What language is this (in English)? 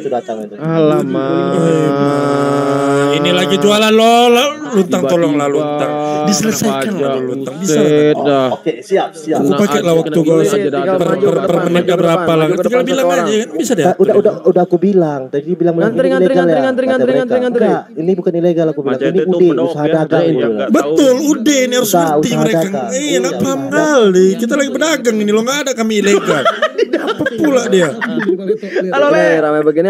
Indonesian